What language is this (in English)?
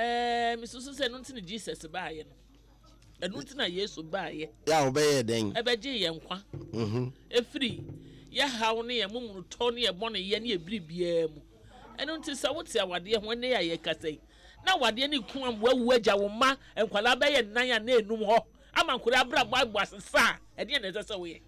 Akan